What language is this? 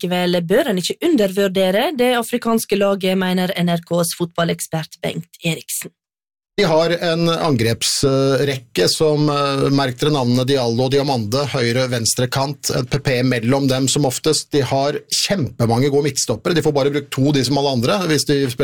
Norwegian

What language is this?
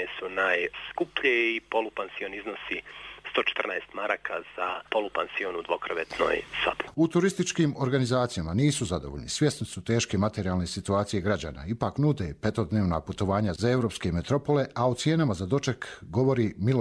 Croatian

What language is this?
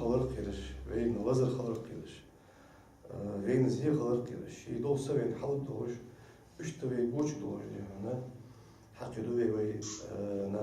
Ingush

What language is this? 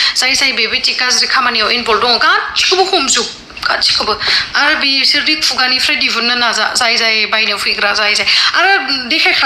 Bodo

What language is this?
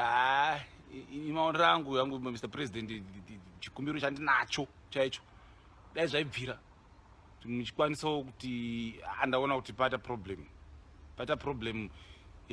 Shona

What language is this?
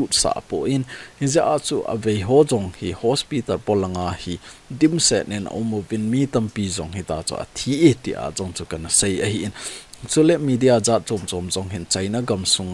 Thado Chin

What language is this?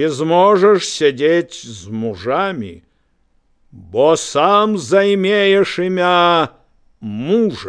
Belarusian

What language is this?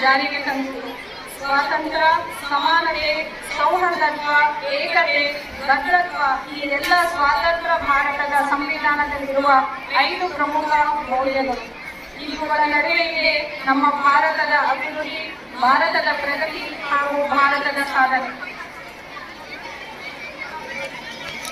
Kannada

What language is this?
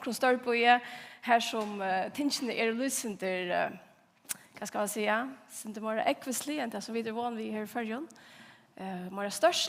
Faroese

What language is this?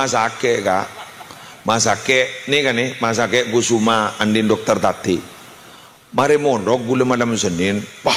Madurese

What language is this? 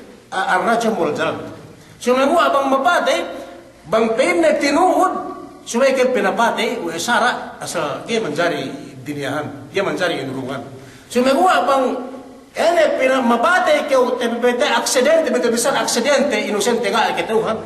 Yakan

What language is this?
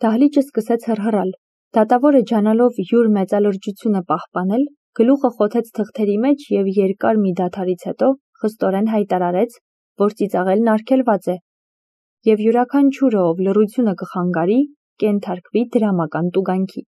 Armenian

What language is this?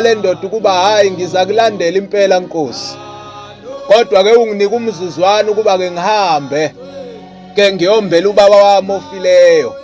Zulu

